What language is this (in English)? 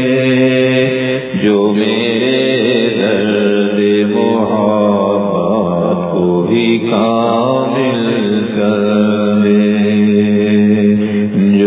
Urdu